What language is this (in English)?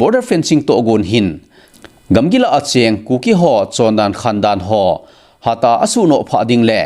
Thado Chin